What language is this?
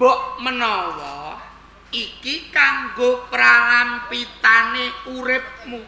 Javanese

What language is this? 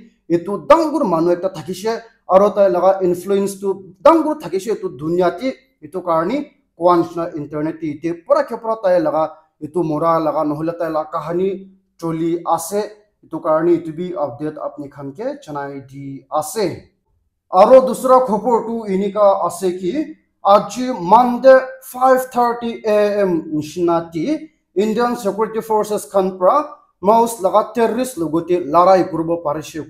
Naga Pidgin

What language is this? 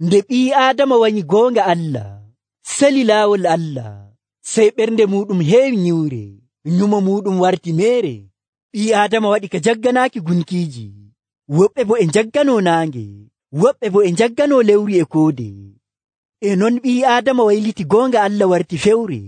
Nigerian Fulfulde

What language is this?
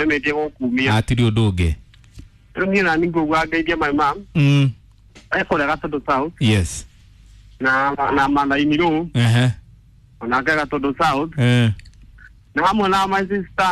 Kikuyu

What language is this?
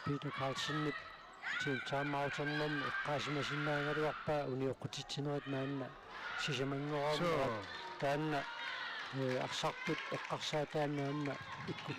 Kalaallisut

